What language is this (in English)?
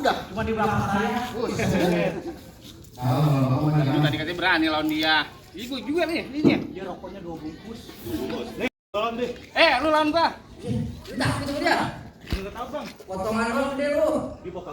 Betawi